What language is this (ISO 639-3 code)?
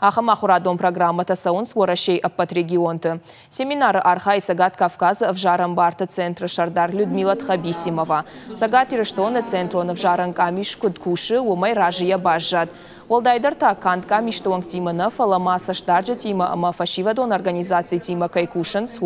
oss